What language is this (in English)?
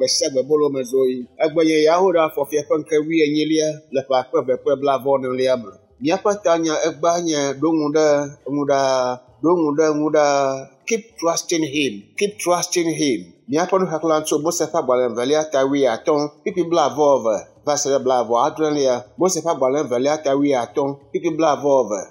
Ewe